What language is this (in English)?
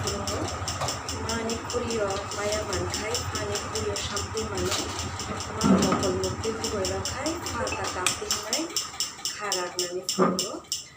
Kok Borok